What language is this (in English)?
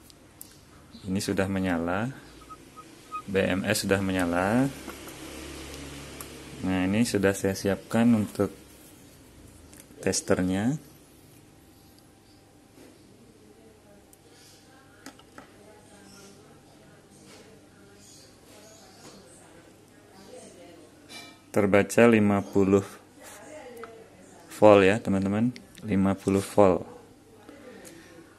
Indonesian